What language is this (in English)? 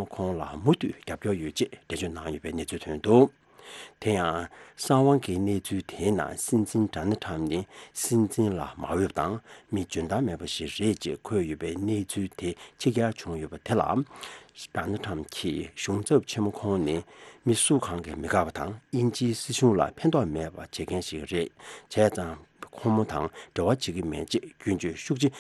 Tibetan